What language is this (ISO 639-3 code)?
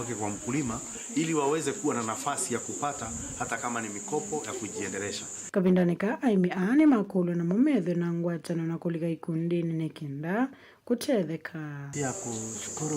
kam